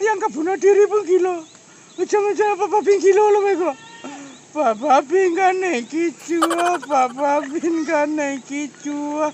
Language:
Minangkabau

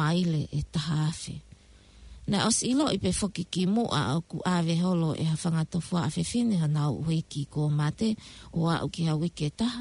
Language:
Tongan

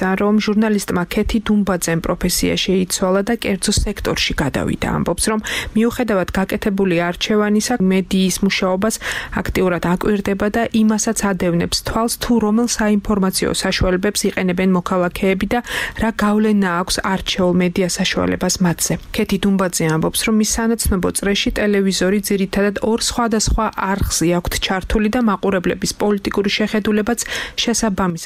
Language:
Georgian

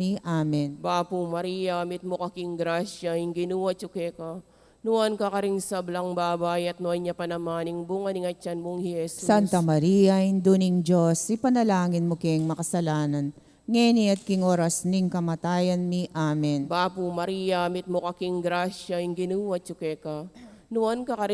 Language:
Pampanga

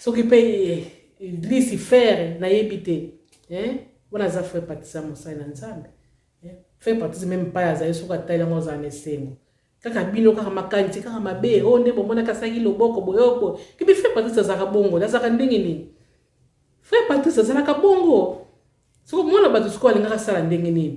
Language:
Lingala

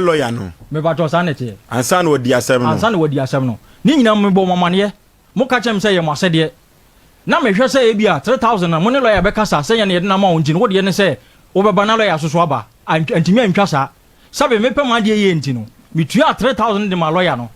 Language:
Akan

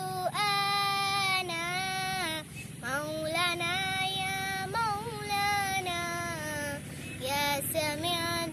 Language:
Malay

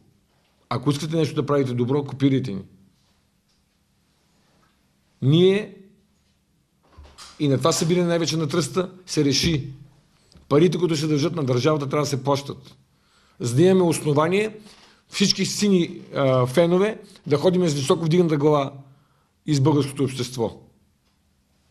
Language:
Bulgarian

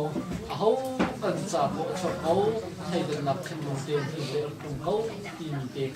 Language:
Hakha Chin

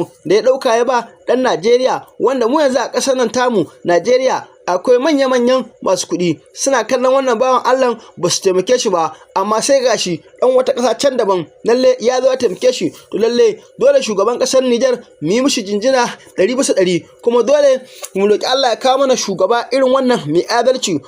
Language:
Hausa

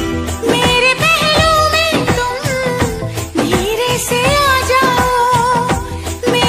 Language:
Hindi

